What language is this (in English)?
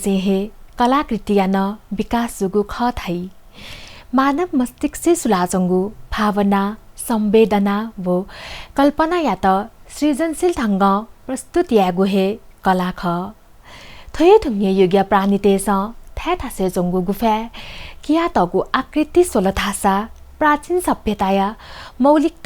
Newari